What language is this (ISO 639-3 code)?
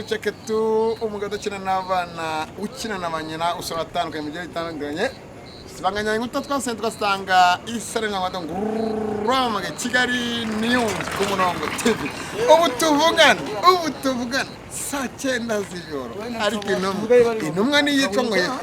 kin